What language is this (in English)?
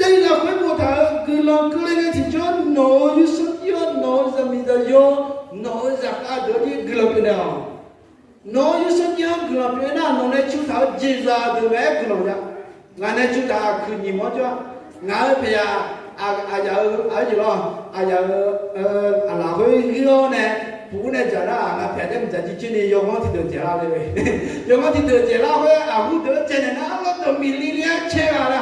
Akha